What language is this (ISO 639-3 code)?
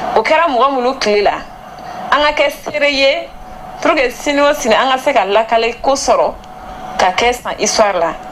bam